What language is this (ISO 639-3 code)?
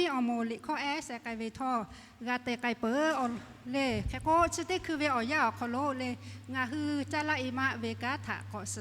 lhu